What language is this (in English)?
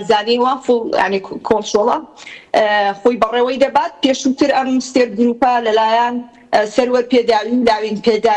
Central Kurdish